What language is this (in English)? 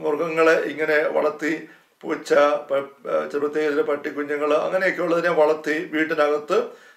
Malayalam